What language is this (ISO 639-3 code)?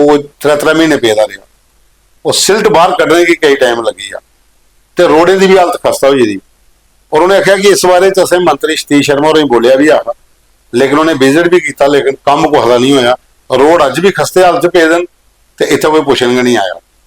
doi